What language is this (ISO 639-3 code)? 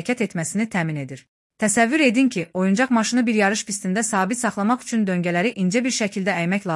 aze